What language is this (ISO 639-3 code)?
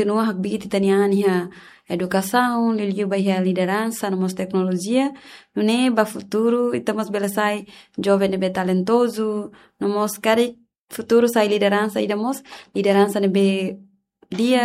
tet